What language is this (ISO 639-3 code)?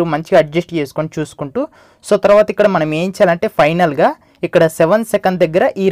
tel